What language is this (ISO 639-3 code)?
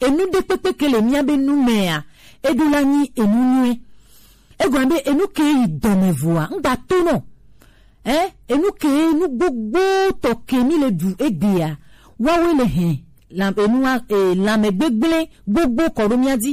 gej